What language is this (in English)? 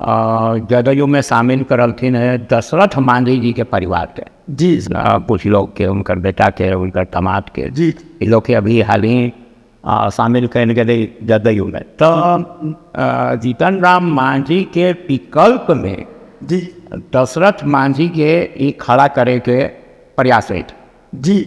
Magahi